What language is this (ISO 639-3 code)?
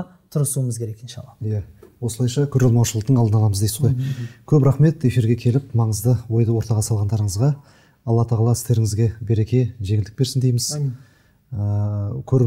kaz